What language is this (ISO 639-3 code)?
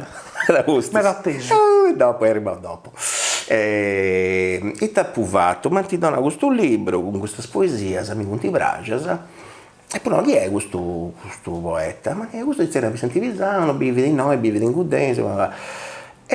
srd